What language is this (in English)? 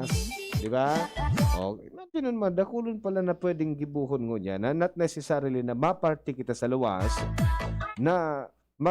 Bikol